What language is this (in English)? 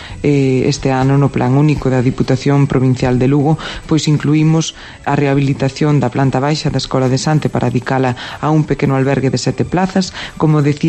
Galician